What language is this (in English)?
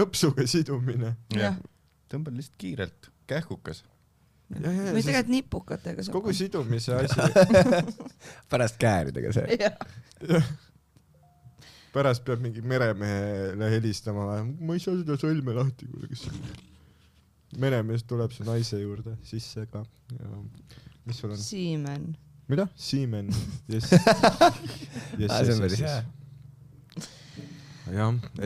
Estonian